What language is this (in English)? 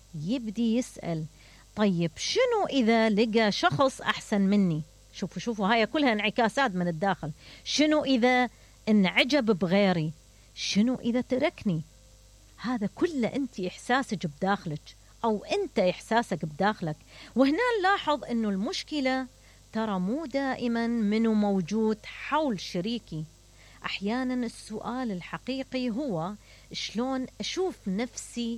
Mesopotamian Arabic